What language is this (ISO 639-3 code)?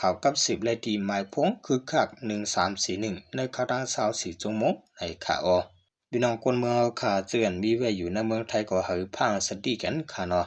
shn